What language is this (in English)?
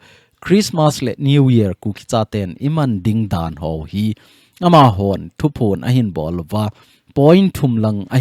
Thado Chin